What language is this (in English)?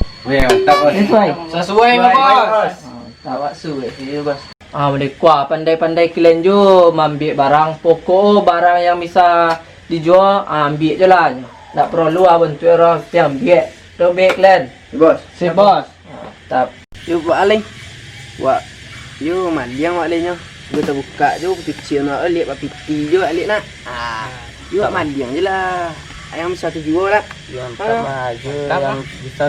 Minangkabau